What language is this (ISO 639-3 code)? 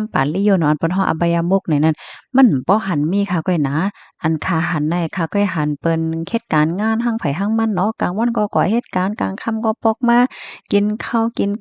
shn